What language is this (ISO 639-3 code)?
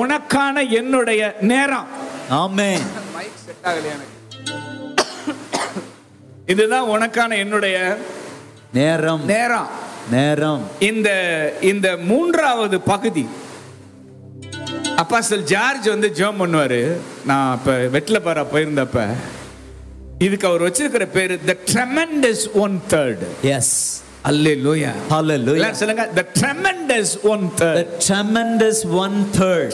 tam